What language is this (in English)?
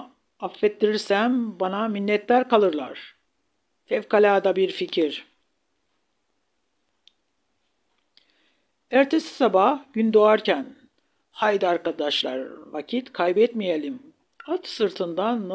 Turkish